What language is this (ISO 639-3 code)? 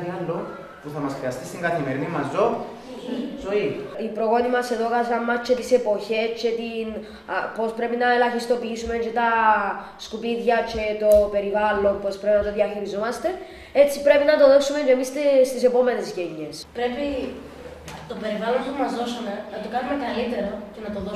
ell